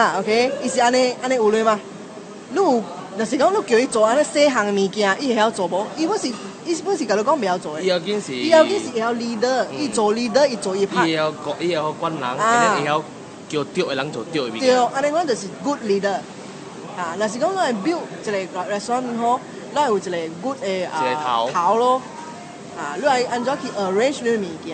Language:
Min Nan Chinese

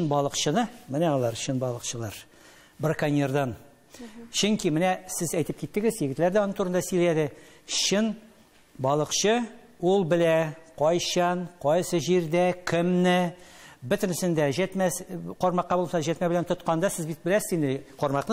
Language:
Tatar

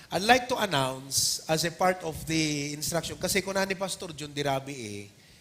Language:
Iloko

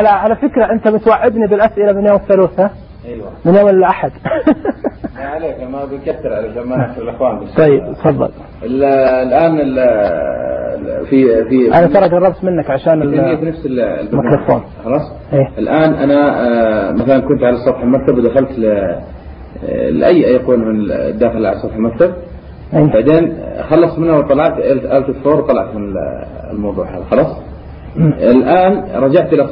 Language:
Najdi Arabic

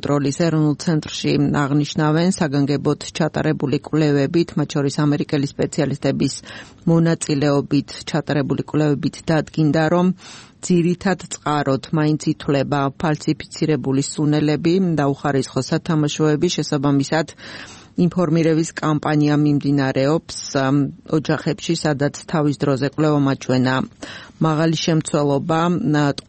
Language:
Georgian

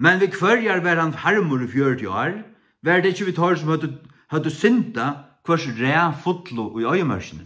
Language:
Faroese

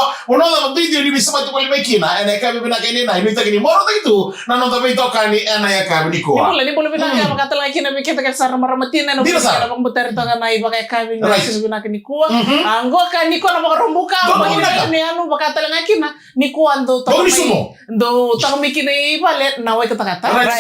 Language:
Fijian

